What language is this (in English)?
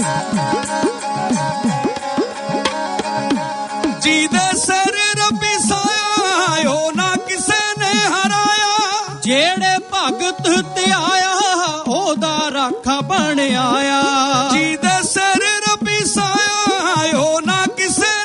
Punjabi